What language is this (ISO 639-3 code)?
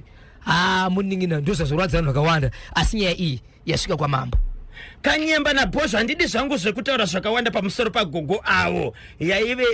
sna